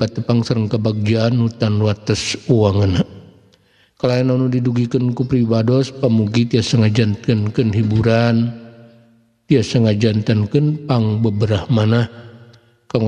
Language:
Sundanese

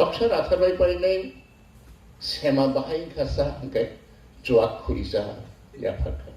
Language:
Kok Borok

